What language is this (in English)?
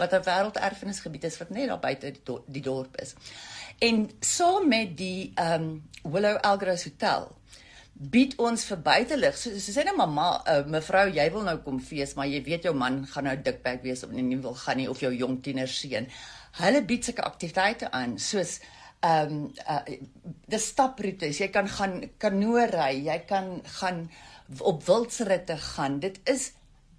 Afrikaans